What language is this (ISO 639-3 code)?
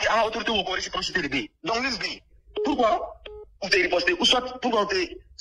bam